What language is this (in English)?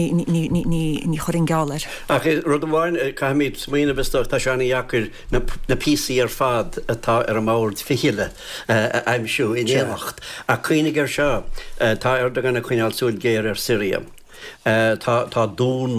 Irish